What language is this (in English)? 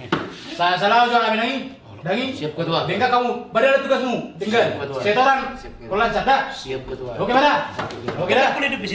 Batak Toba